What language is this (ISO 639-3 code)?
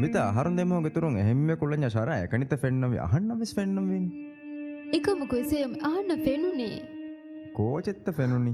div